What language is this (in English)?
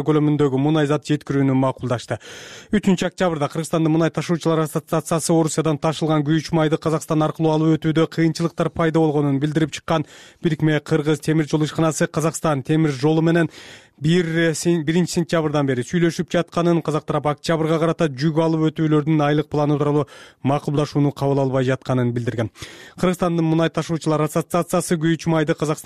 Kyrgyz